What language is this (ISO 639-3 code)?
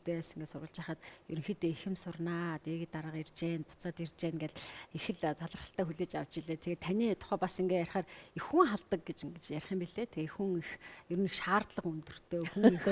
mon